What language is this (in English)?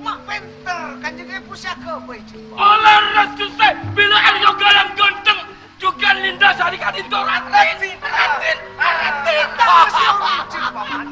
Madurese